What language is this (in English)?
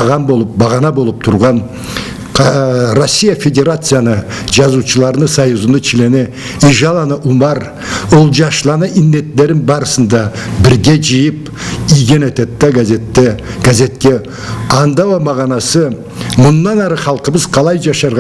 Karachay-Balkar